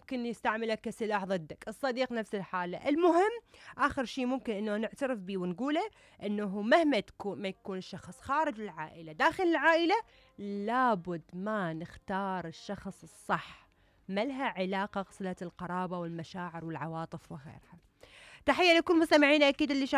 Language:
Mesopotamian Arabic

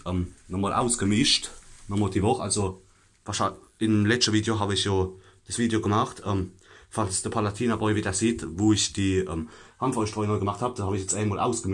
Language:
Palatine German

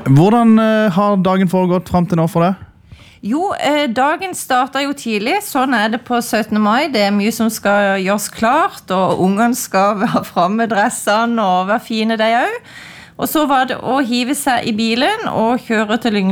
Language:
Norwegian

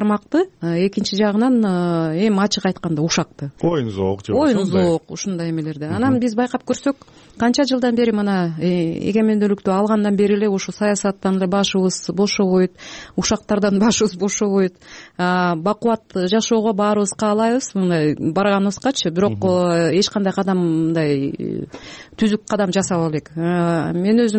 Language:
Kyrgyz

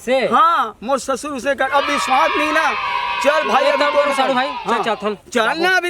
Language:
Chhattisgarhi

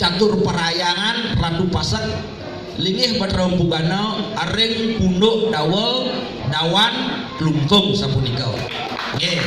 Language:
Balinese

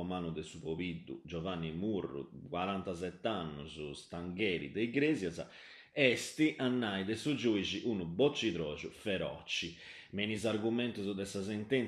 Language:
Sardinian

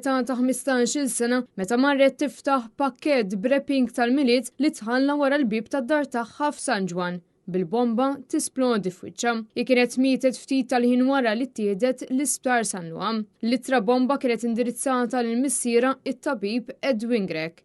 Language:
Maltese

